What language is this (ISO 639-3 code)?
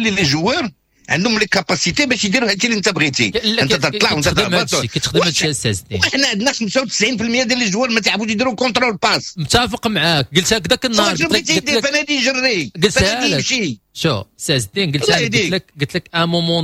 ary